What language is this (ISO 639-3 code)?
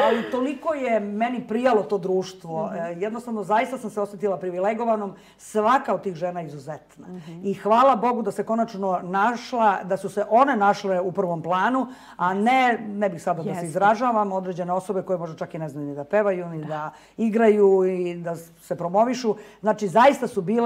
srp